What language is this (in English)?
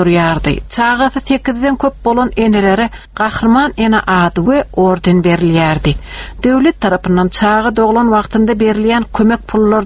Turkmen